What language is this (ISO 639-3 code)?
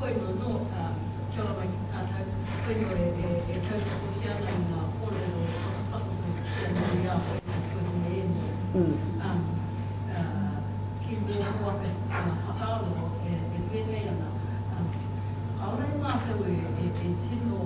mri